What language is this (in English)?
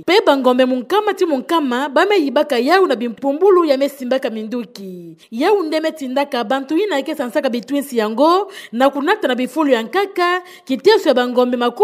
Kituba (Democratic Republic of Congo)